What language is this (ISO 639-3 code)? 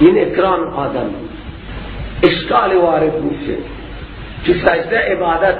fas